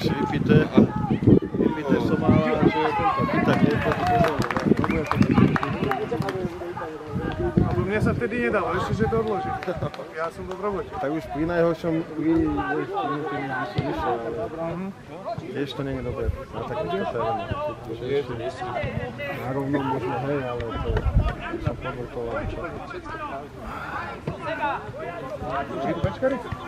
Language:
Slovak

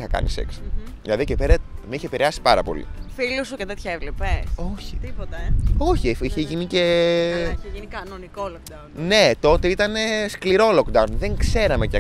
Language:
Greek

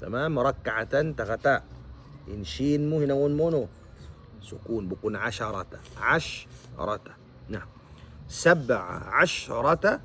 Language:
Tausug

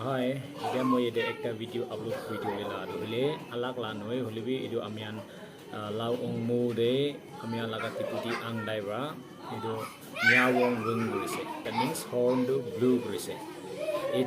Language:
Naga Pidgin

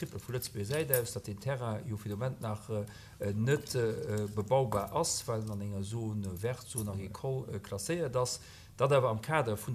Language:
Luxembourgish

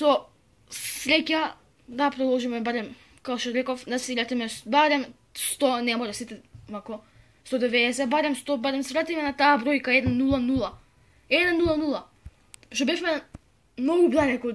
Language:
Macedonian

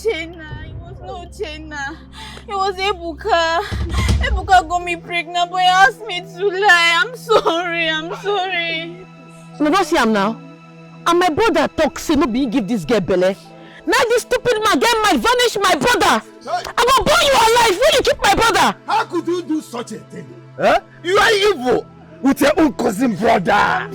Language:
Nigerian Pidgin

